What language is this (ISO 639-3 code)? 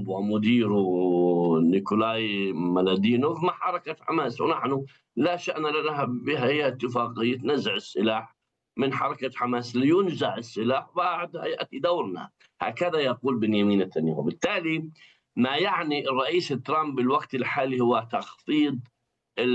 ara